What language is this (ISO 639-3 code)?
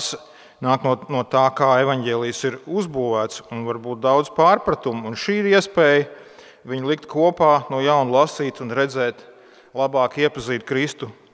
lav